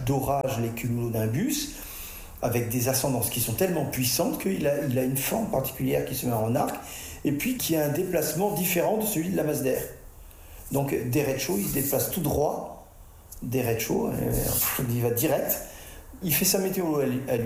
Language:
French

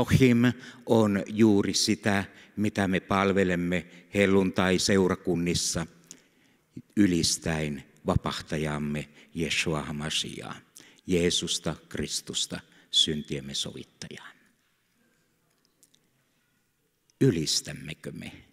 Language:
Finnish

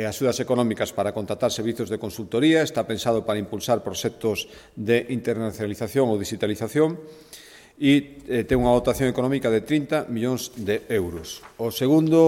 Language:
Galician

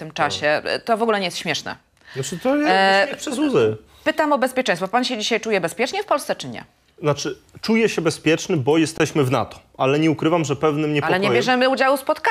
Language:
Polish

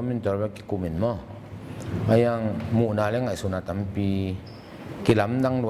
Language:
Tedim Chin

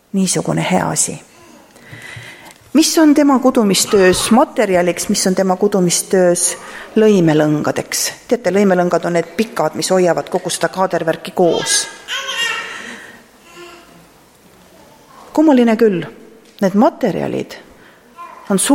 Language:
Estonian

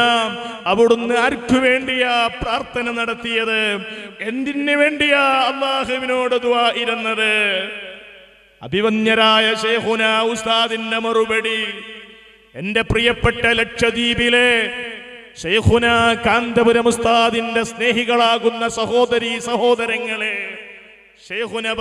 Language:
Malayalam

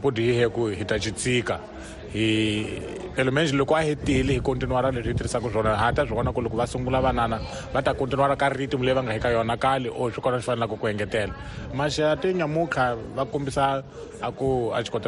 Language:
Tsonga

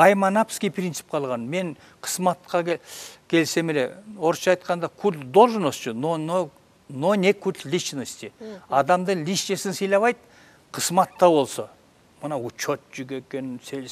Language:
Kyrgyz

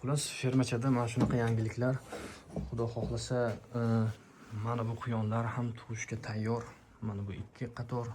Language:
Uzbek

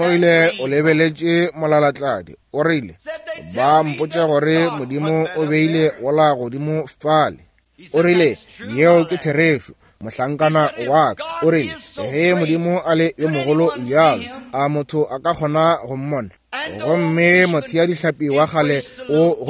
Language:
Northern Sotho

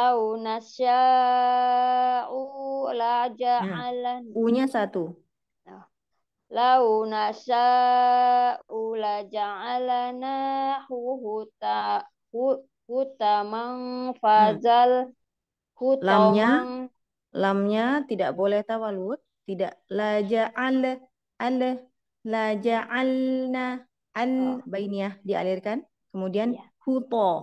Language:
Indonesian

